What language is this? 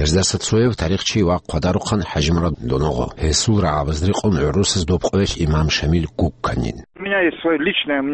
Avaric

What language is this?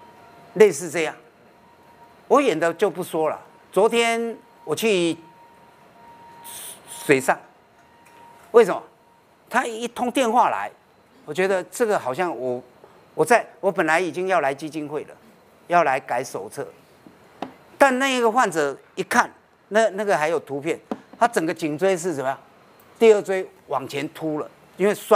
Chinese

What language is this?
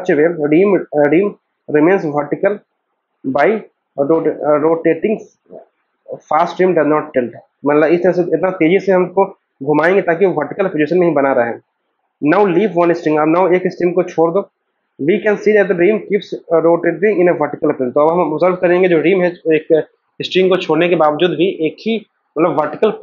Hindi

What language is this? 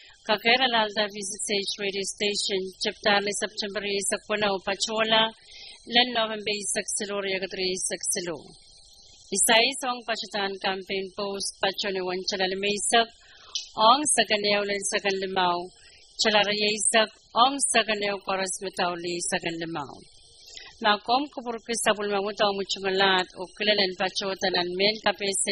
Pohnpeian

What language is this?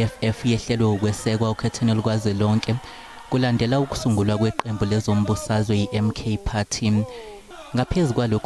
Zulu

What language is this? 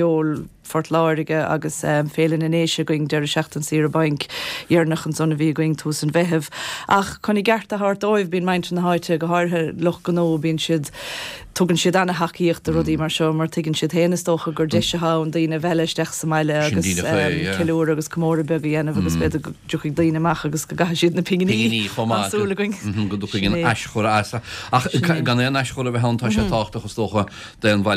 Irish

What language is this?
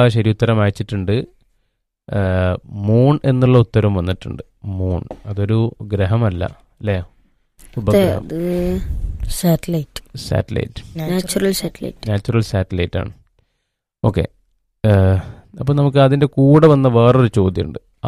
Malayalam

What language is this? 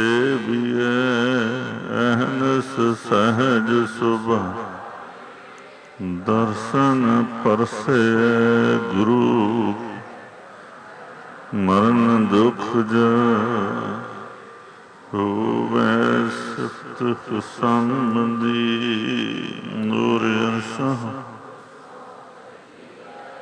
Punjabi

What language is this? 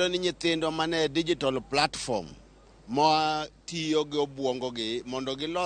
Luo (Kenya and Tanzania)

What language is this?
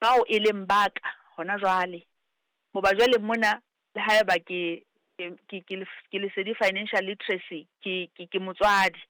Southern Sotho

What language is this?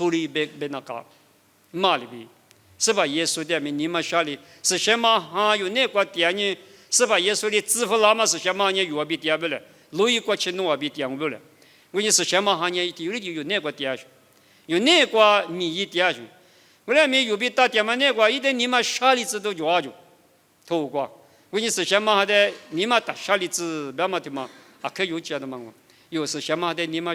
Lisu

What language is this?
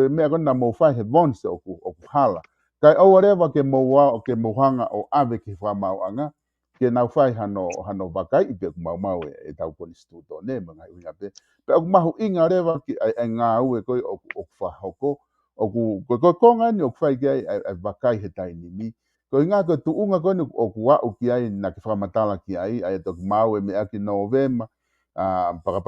Tongan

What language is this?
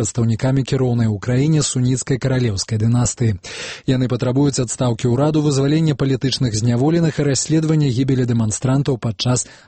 Belarusian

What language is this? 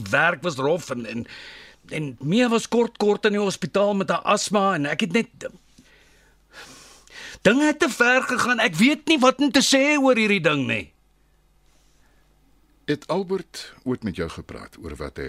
Afrikaans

